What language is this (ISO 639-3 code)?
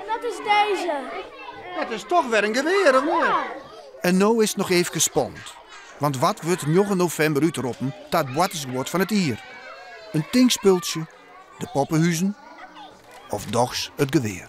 fry